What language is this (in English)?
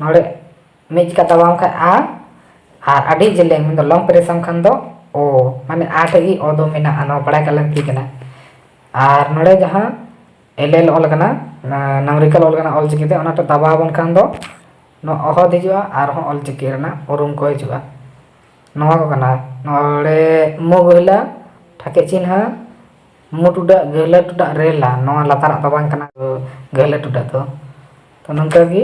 Santali